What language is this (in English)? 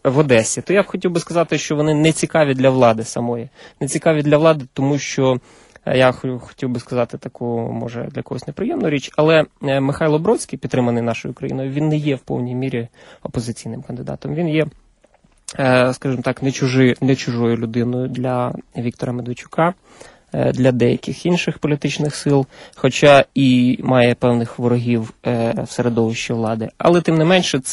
Ukrainian